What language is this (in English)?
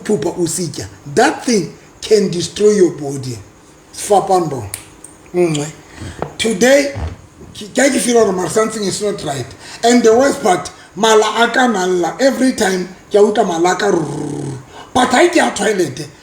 Southern Sotho